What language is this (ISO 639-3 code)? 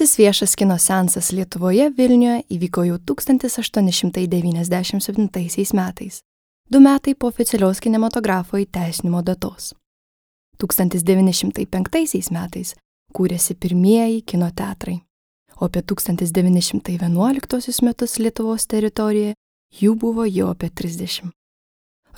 lit